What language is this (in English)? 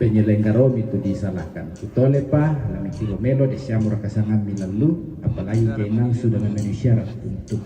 Toraja-Sa'dan